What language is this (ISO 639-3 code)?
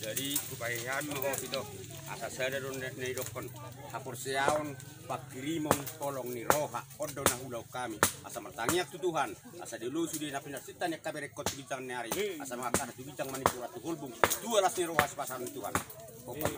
bbc